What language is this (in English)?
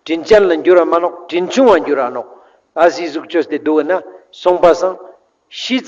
Ladakhi